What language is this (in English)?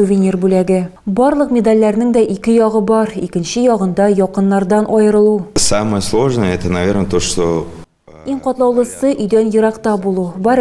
Tatar